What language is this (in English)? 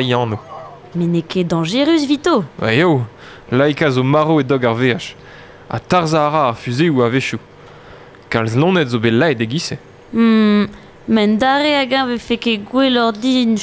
Breton